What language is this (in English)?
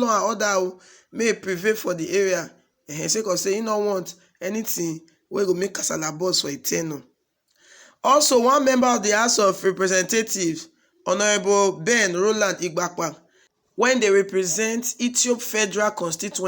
Nigerian Pidgin